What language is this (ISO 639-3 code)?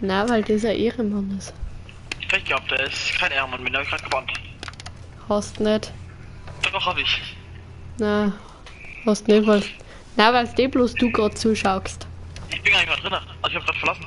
bar